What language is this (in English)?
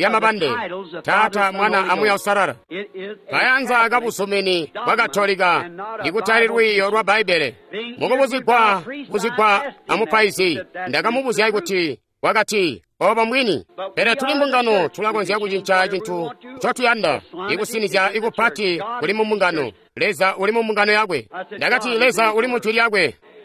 Tonga (Zambia)